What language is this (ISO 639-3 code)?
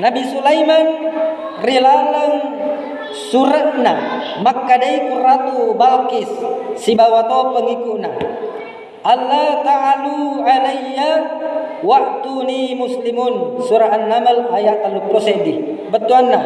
bug